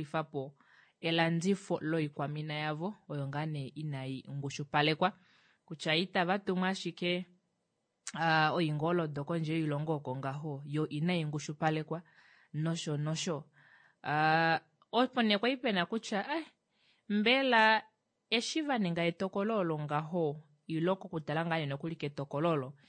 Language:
Kuanyama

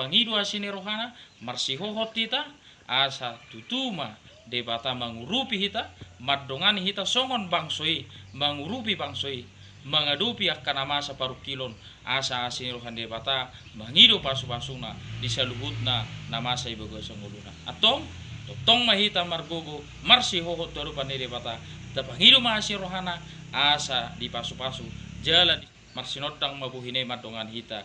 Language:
Batak Toba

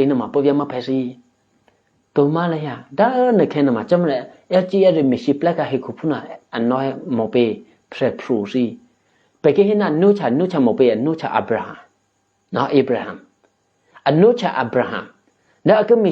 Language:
Eastern Kayah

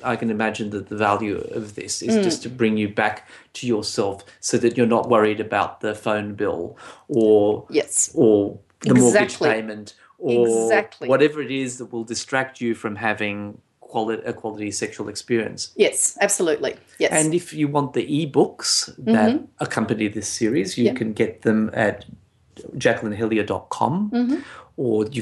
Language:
English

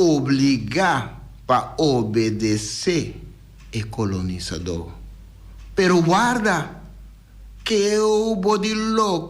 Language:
Papiamento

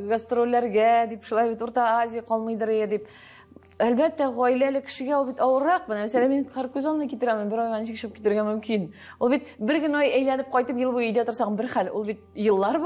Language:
Tatar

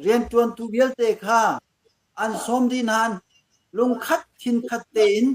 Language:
Hakha Chin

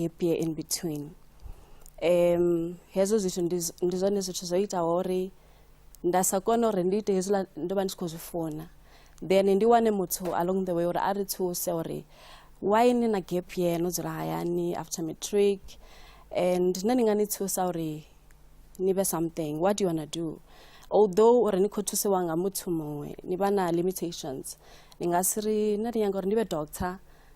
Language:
Venda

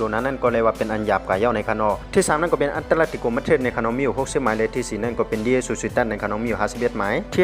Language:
Shan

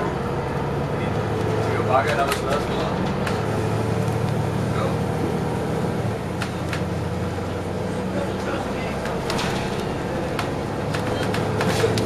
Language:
Danish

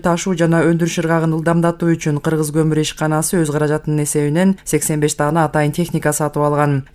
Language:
Kyrgyz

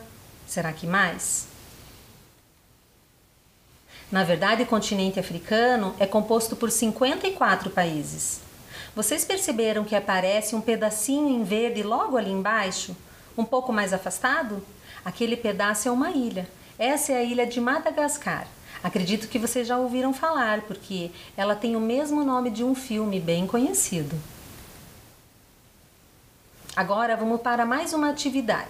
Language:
Portuguese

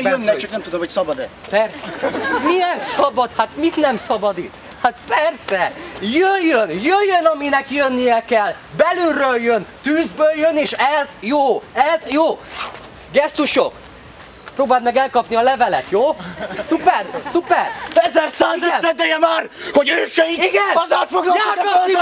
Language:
Hungarian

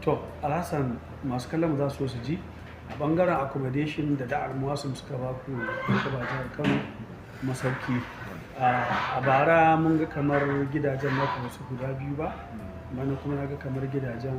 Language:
Hausa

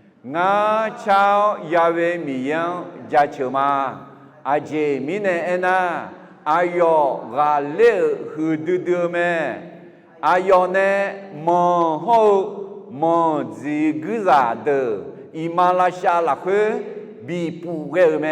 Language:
Akha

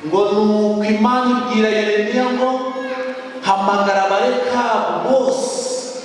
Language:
Kinyarwanda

